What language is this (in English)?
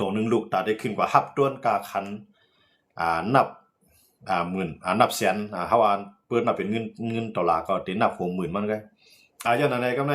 Shan